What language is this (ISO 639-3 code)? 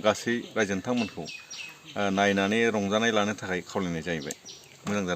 brx